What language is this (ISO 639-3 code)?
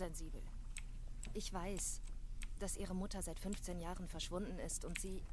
bar